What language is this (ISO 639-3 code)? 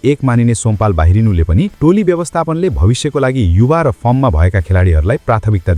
nep